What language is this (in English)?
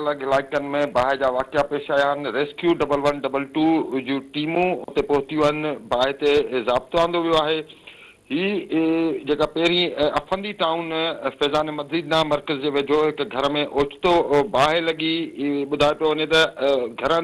Sindhi